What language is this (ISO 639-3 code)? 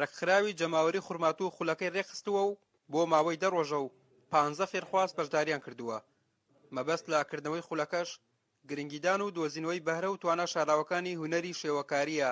ckb